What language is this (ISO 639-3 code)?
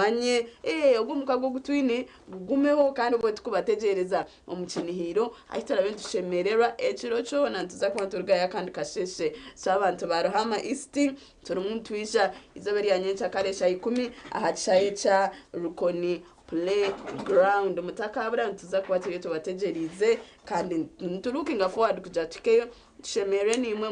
nyn